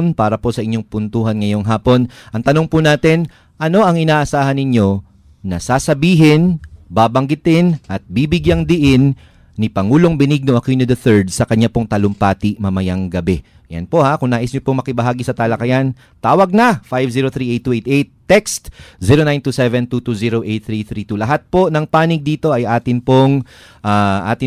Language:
Filipino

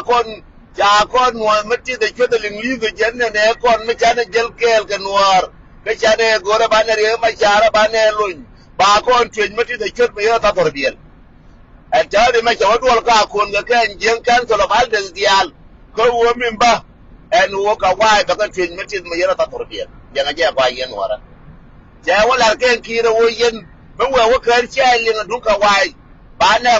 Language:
Nuer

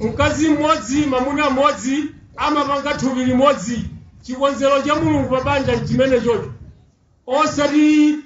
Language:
Nyanja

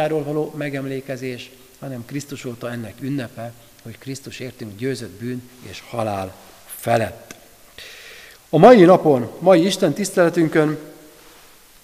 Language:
Hungarian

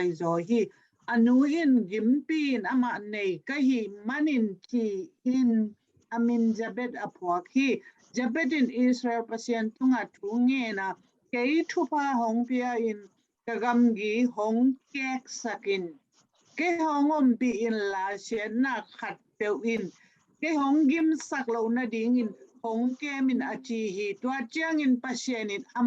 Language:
Tedim Chin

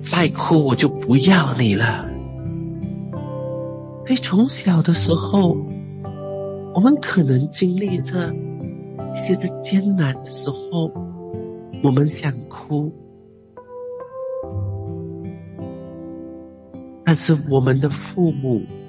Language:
Chinese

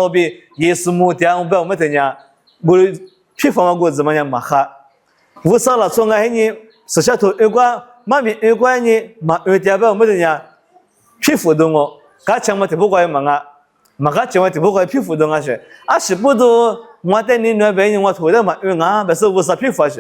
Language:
Lisu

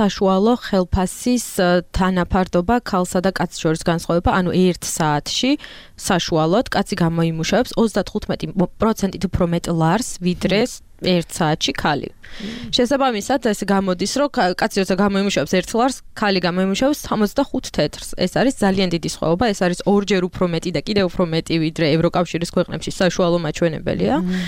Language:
Georgian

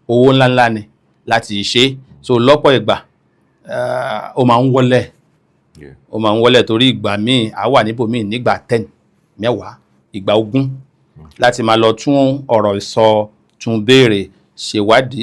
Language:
Yoruba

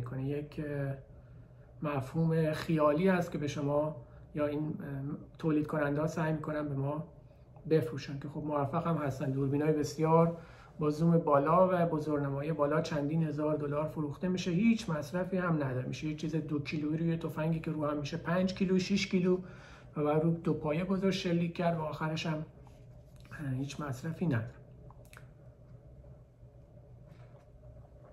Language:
Persian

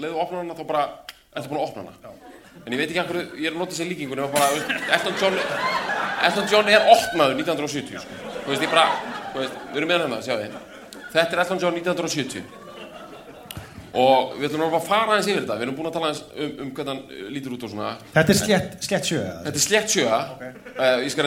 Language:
Icelandic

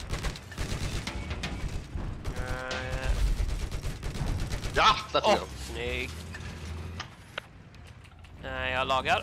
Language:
Swedish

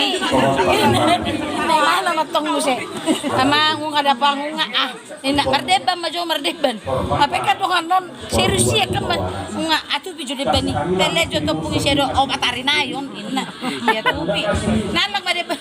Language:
Batak Toba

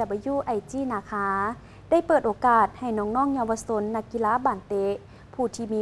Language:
Lao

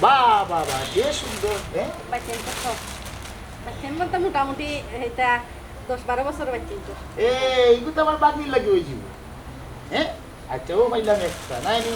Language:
Sylheti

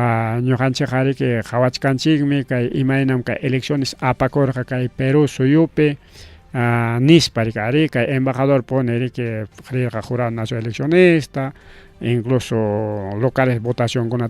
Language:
Ayacucho Quechua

